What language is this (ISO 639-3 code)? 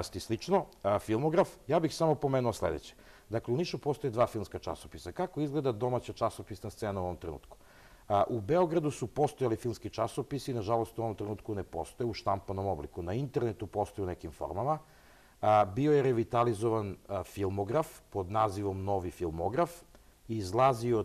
srp